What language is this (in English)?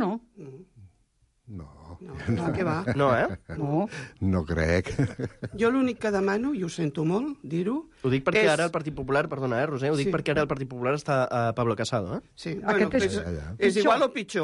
Catalan